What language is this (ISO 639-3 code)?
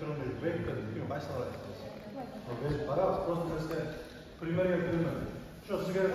kum